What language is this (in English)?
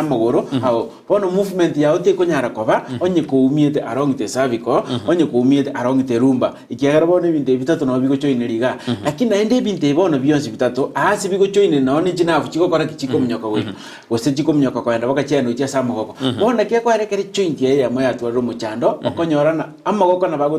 Gusii